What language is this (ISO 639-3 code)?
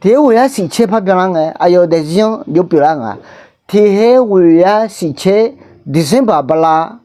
ahk